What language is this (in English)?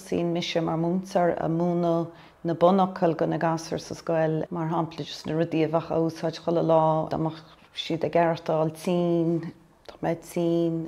Irish